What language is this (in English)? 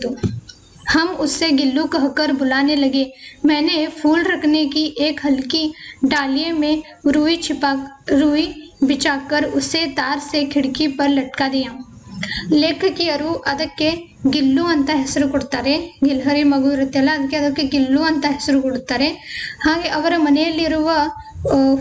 Kannada